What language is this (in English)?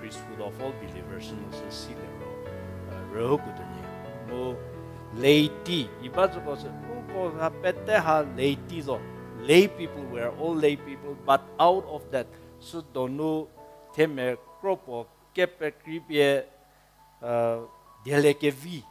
Angami Naga